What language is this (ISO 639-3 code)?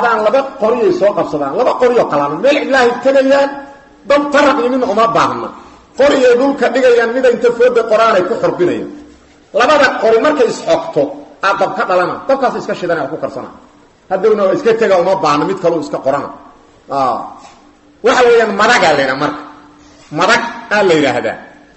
som